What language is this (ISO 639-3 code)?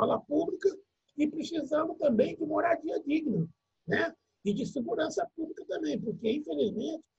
por